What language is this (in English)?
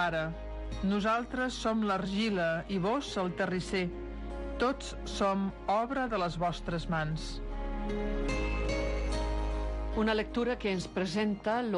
Catalan